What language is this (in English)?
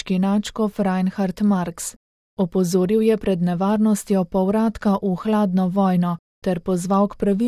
Slovenian